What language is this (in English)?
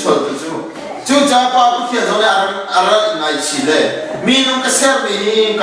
Hakha Chin